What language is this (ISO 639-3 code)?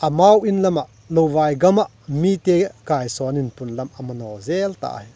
vap